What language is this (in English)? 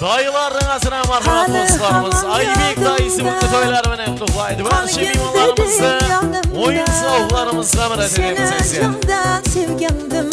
Kara-Kalpak